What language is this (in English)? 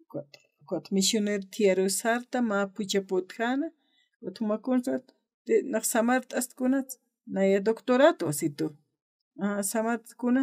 Aymara